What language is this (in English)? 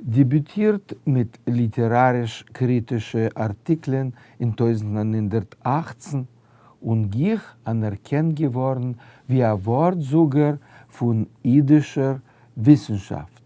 Yiddish